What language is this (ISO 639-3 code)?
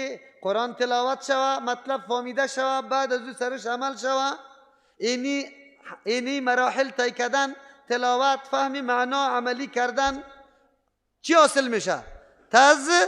fas